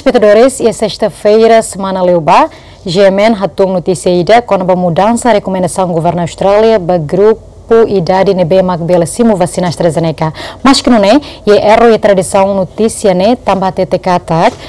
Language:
Tetum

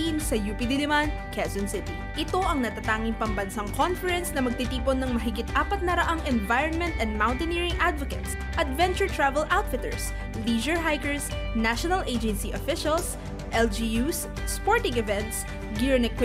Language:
Filipino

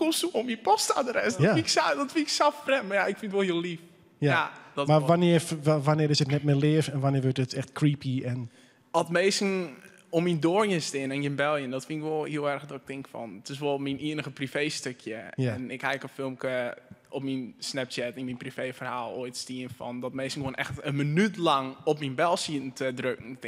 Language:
Western Frisian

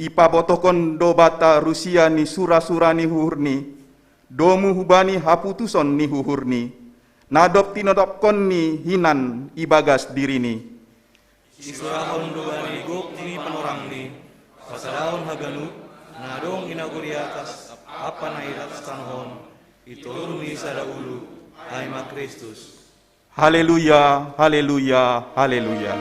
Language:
Batak Simalungun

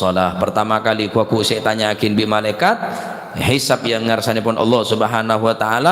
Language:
Madurese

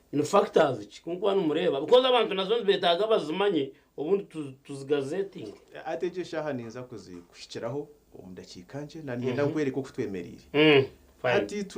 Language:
Nyankole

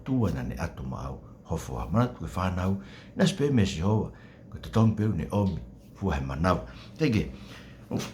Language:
Tongan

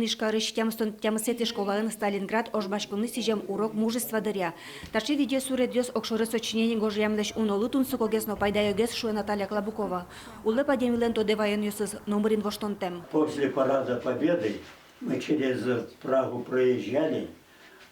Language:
Udmurt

